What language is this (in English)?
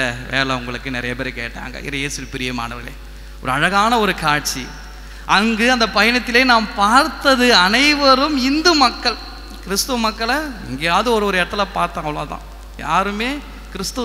Tamil